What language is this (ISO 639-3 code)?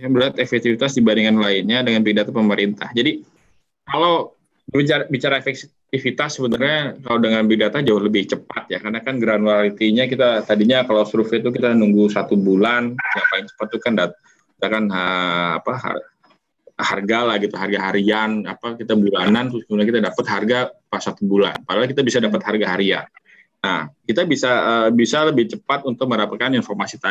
ind